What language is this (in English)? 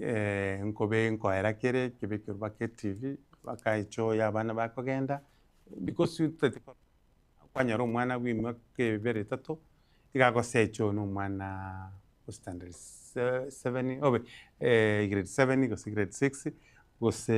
Gusii